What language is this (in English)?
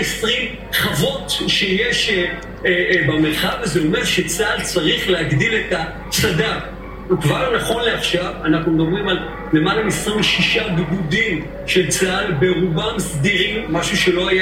Hebrew